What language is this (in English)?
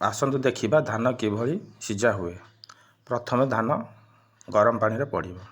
Odia